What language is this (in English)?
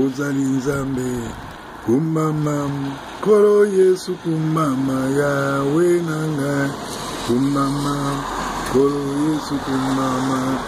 Lingala